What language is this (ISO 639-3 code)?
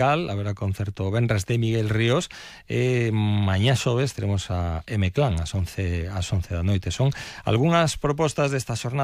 glg